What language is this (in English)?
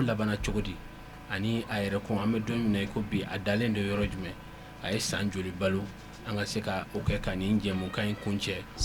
Bambara